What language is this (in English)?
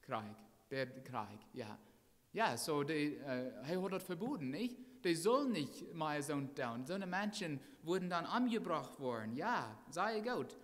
Plautdietsch